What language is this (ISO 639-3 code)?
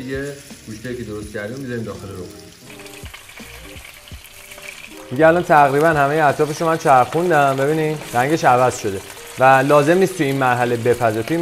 fas